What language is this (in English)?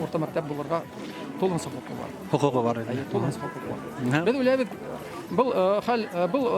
Bashkir